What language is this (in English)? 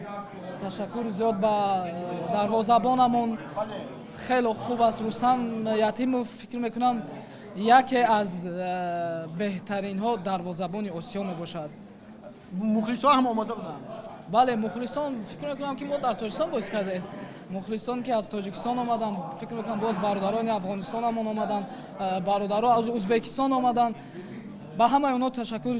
Tajik